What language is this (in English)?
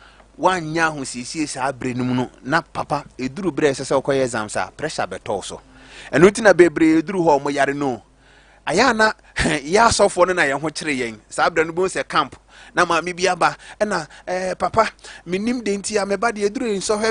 Akan